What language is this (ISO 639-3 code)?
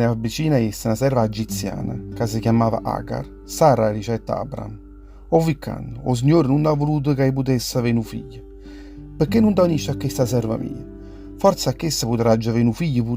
nap